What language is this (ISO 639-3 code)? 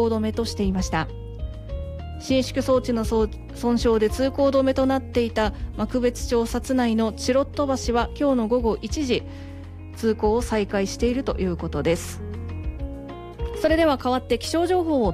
jpn